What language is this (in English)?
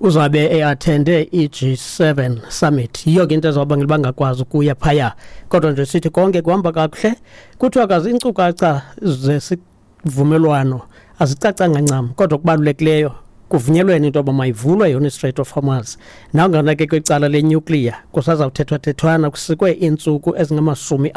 Xhosa